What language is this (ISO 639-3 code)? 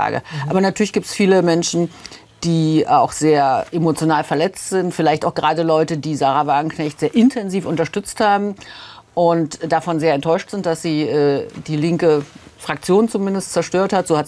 deu